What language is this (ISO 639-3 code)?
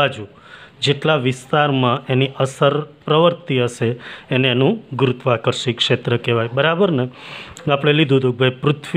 guj